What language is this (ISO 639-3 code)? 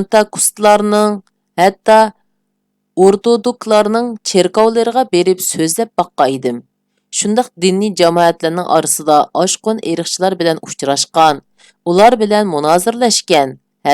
uig